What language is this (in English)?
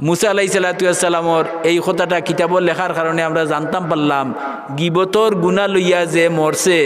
Sylheti